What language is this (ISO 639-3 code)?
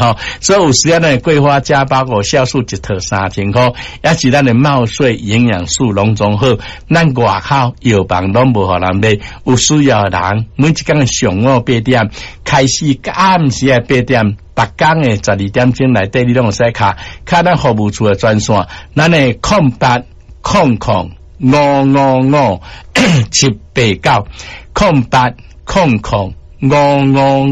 nan